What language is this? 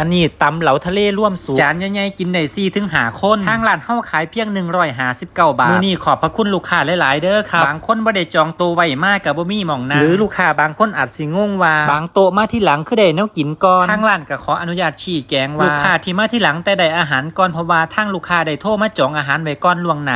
Northeastern Thai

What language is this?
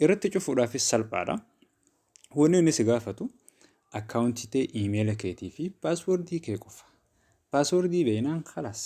Oromo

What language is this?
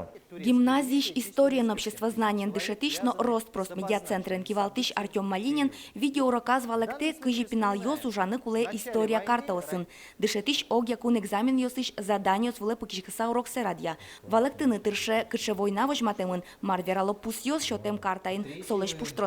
Udmurt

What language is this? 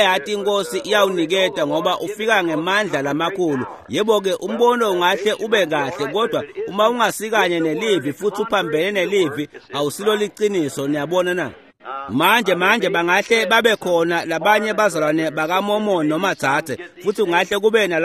Swati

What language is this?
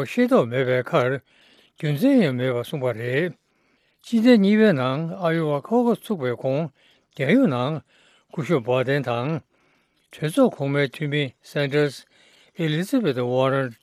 Tibetan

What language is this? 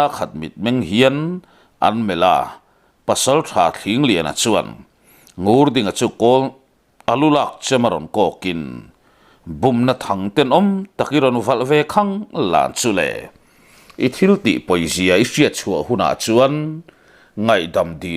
Mizo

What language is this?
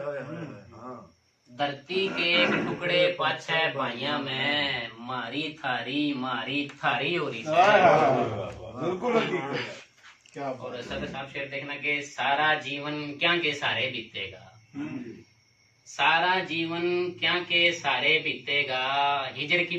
Haryanvi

